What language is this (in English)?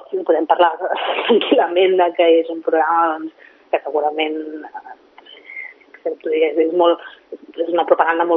Catalan